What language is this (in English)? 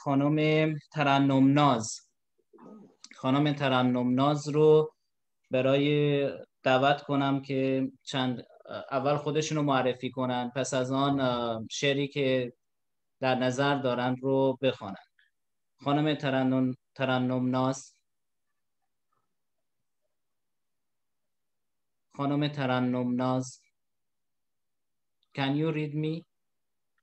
Persian